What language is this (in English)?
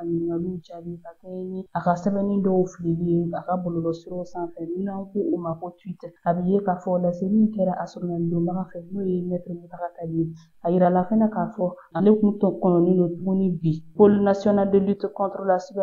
Bambara